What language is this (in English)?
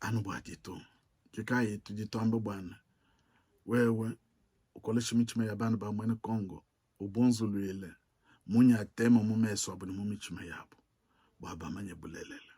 Luba-Lulua